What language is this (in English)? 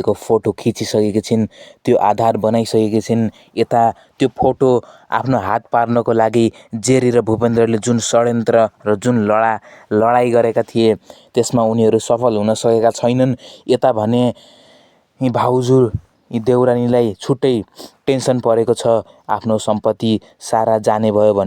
Nepali